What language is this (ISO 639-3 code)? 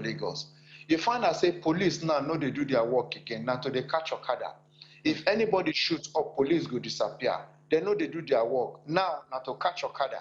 pcm